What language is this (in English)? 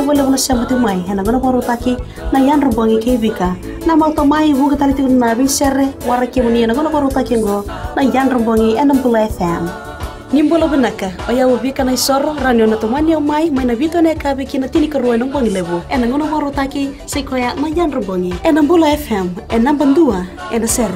Fijian